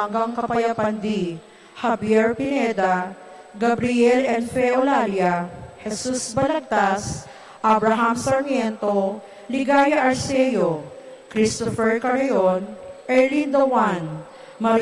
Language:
Pampanga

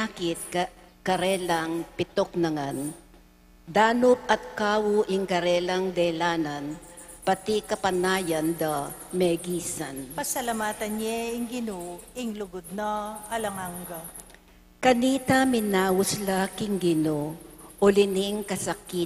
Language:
Pampanga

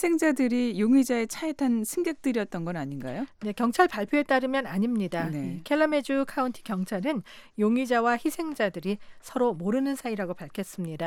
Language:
Korean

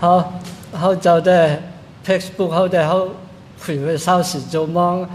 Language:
Shan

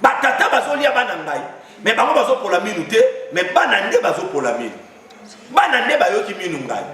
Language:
Lingala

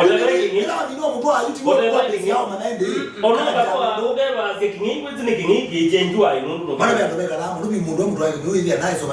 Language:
Kamba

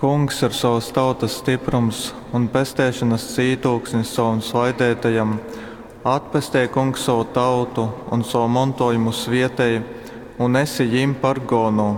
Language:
Latgalian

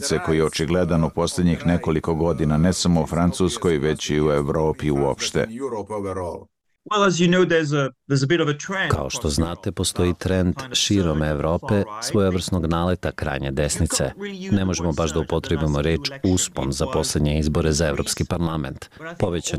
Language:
Bosnian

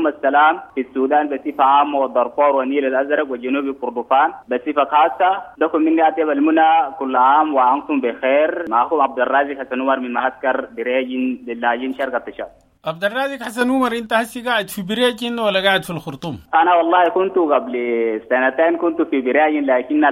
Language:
Sudanese Arabic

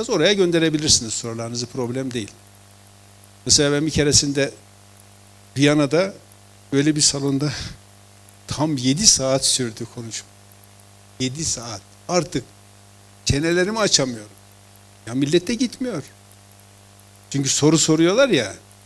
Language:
Turkish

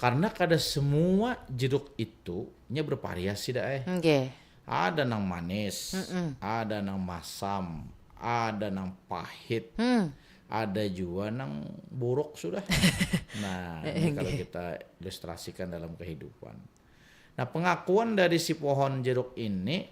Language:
Banjar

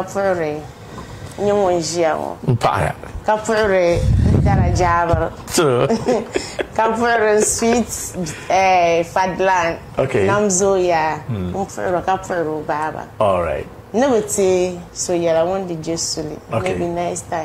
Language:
Dagbani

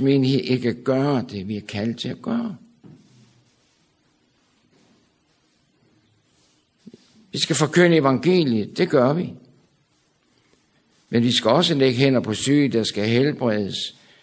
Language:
Danish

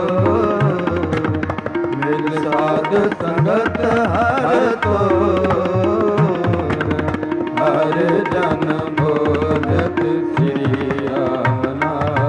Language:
Punjabi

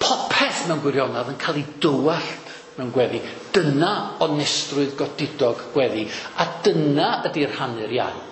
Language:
Welsh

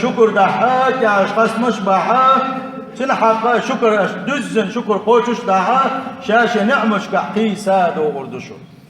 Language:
Chechen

